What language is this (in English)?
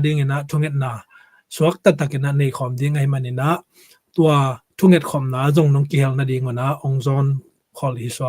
Tedim Chin